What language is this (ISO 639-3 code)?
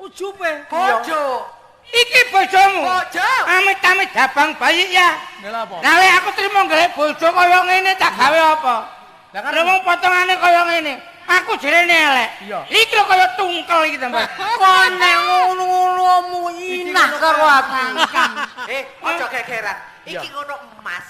jav